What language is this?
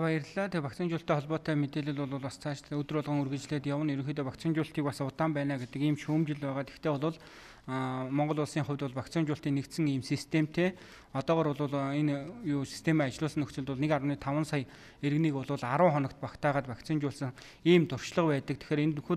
Mongolian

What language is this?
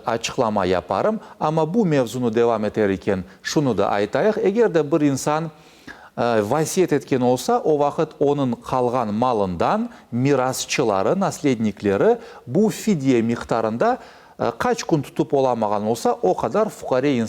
Crimean Tatar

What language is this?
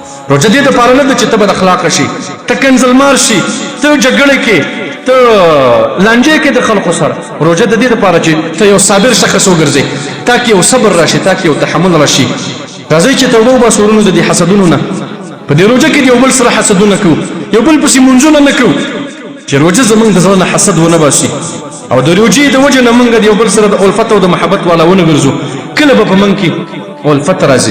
Pashto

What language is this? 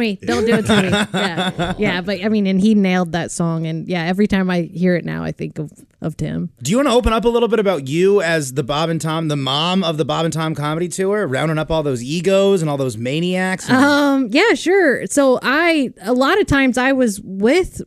English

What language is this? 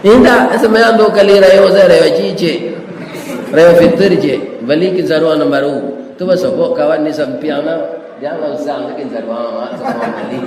Minangkabau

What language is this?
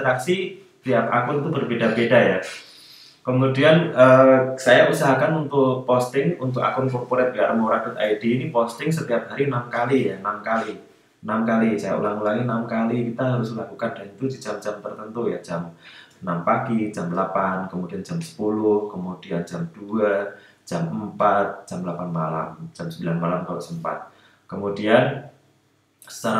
Indonesian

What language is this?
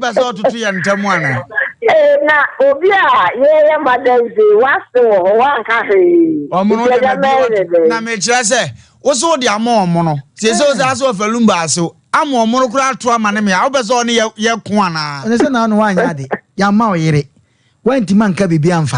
Akan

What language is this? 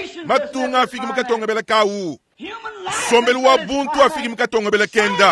Luba-Lulua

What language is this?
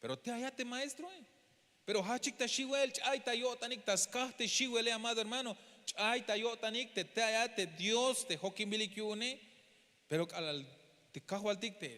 Tzeltal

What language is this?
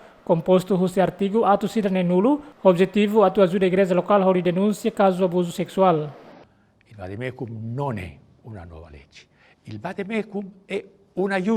Tetum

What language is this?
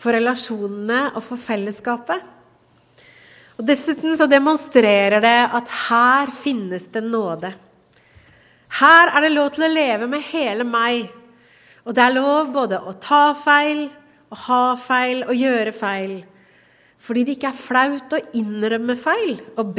Norwegian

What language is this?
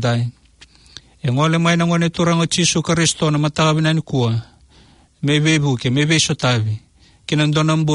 Fijian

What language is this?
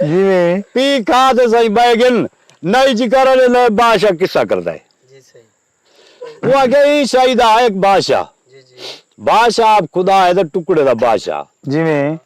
Saraiki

